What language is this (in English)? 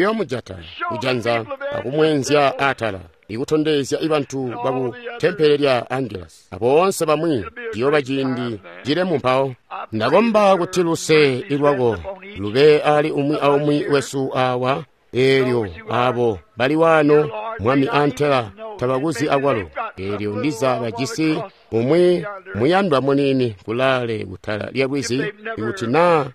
Tonga (Zambia)